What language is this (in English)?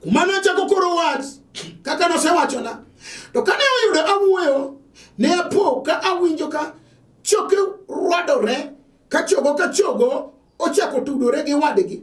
Luo (Kenya and Tanzania)